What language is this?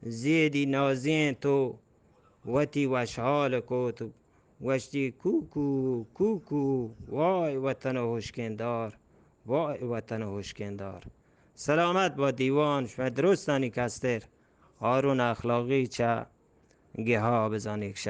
Eastern Balochi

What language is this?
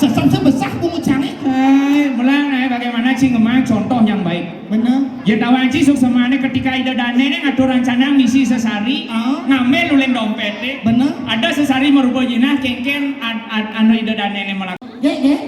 Balinese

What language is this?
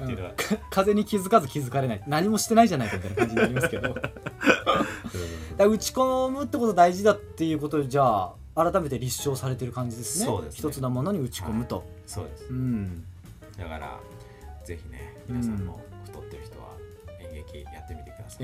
Japanese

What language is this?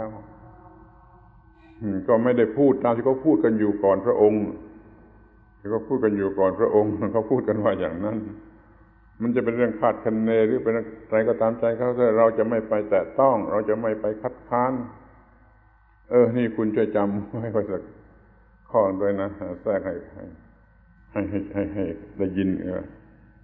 Thai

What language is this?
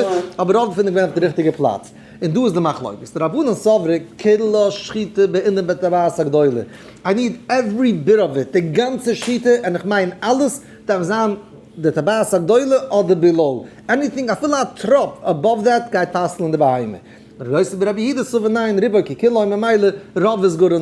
Yiddish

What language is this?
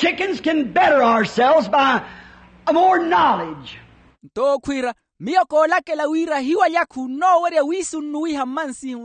Makhuwa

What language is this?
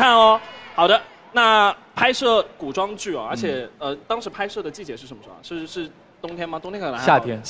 Chinese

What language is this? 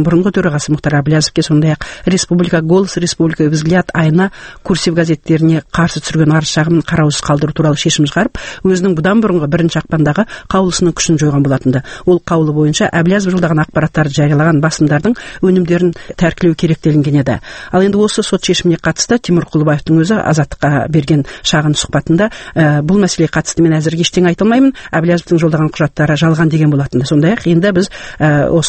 Kazakh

